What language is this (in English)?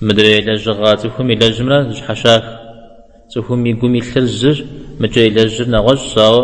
Kabardian